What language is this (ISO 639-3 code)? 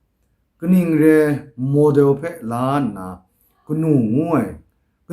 kac